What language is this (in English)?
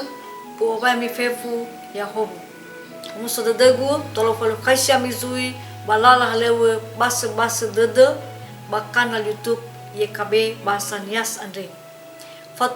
Nias